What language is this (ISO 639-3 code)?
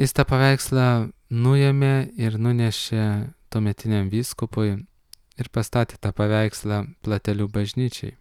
lit